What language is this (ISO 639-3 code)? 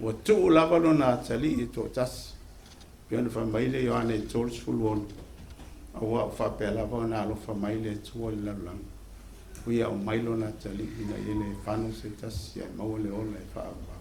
smo